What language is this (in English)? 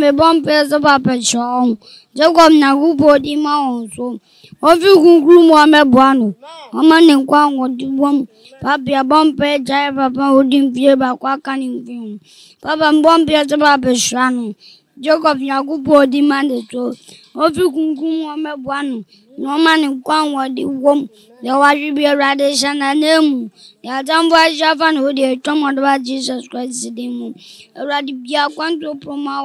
Akan